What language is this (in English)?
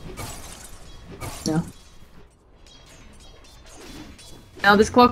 English